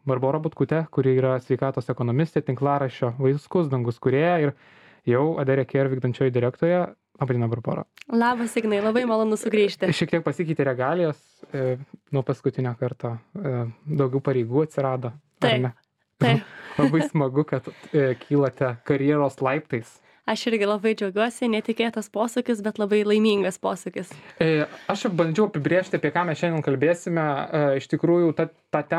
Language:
Lithuanian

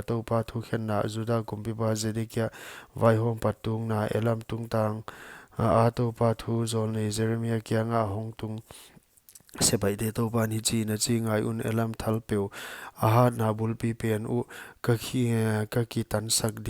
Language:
Paite Chin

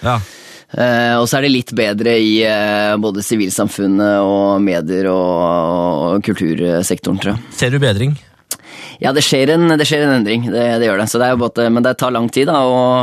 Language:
Norwegian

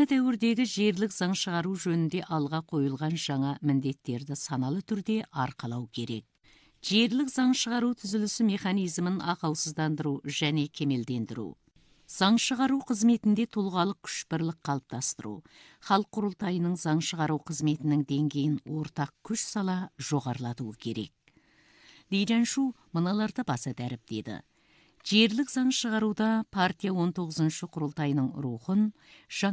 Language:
Kazakh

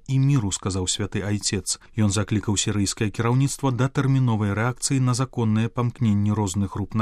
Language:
Belarusian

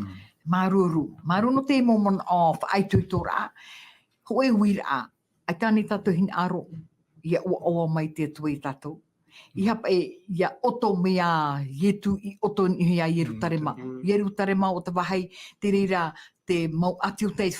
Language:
Tahitian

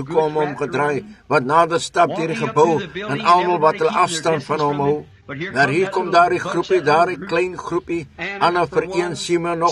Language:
Afrikaans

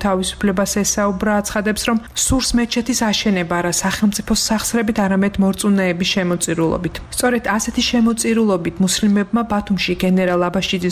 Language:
Georgian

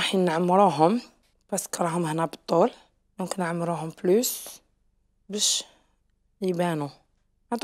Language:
Algerian Arabic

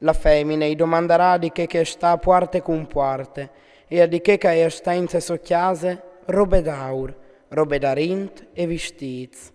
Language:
Friulian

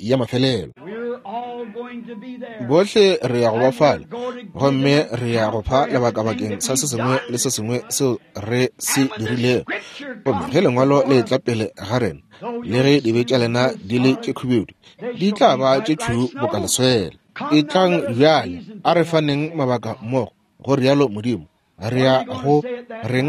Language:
Northern Sotho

